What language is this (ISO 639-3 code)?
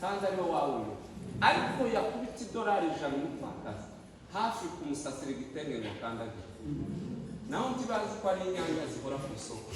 kin